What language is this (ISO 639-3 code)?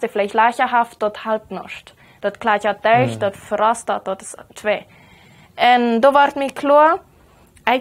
pdt